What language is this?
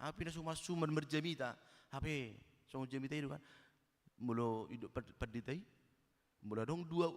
Batak Toba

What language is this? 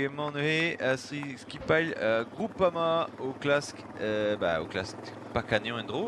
Breton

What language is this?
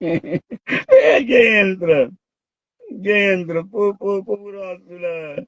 Kabuverdianu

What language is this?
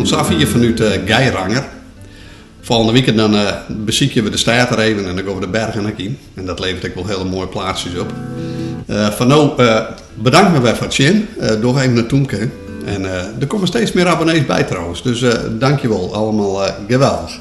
Western Frisian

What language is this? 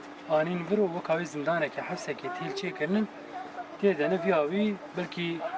Kurdish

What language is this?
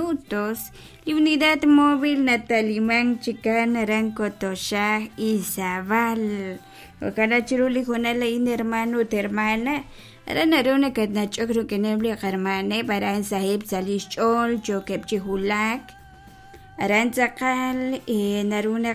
Kekchí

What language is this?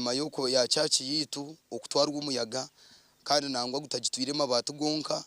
Nyankole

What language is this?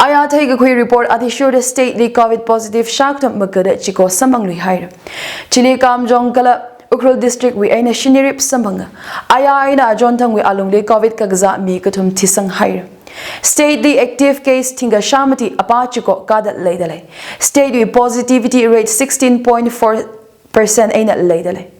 Tangkhul Naga (India)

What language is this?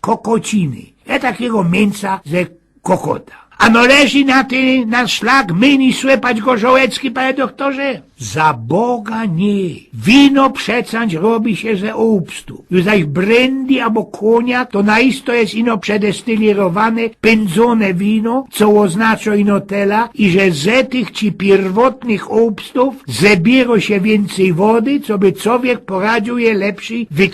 Silesian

